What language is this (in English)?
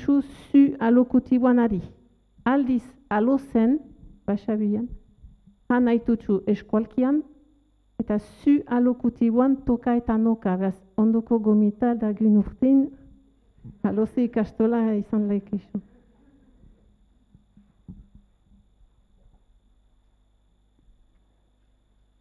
Basque